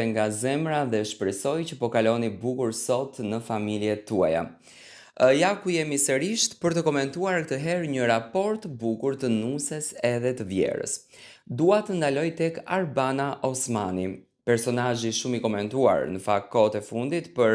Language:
Albanian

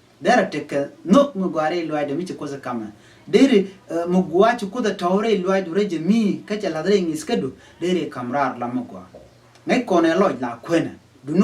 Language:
Nuer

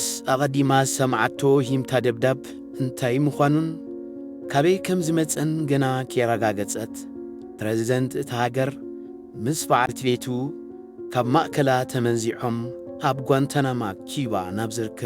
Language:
Tigrinya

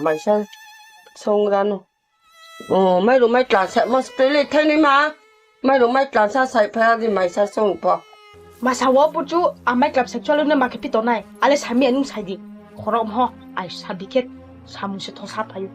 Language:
Riang (India)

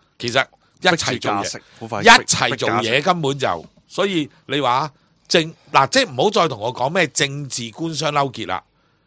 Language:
Cantonese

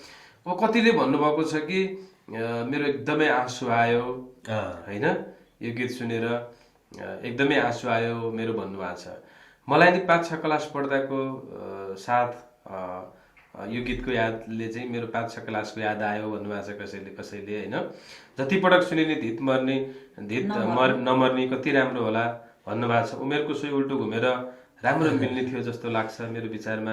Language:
Nepali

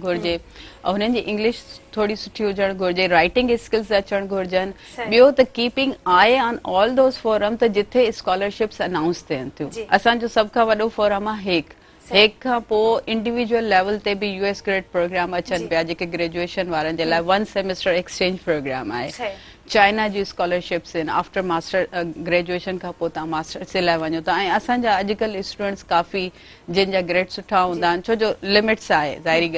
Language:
Sindhi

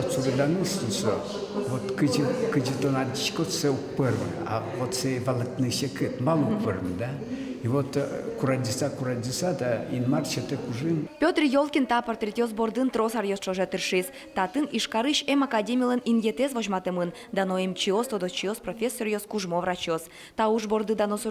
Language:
Udmurt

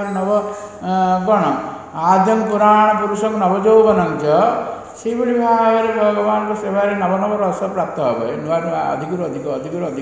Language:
Odia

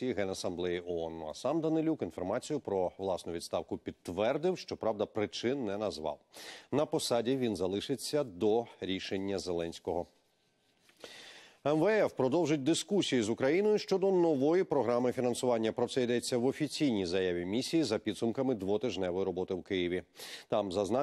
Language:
Ukrainian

